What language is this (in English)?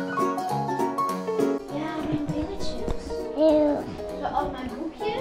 Dutch